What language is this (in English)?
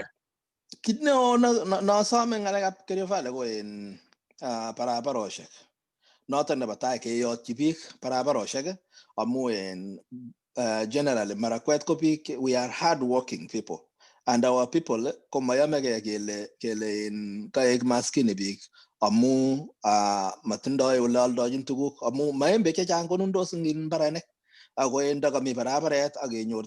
Kalenjin